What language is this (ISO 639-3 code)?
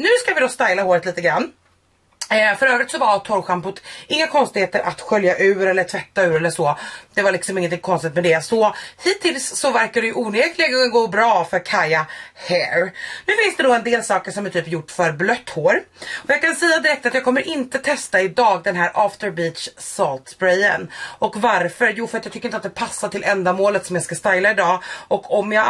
swe